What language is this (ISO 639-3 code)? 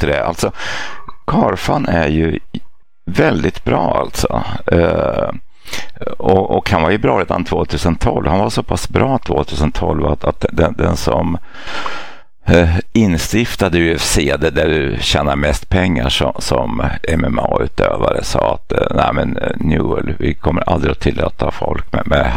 swe